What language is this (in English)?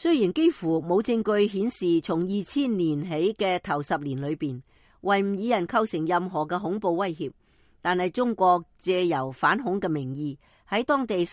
Cantonese